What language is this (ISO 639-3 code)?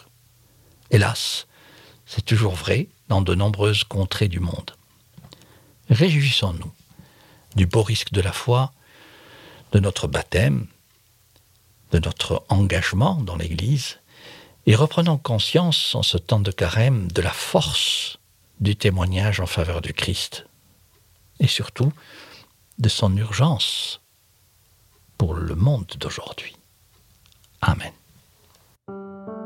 fra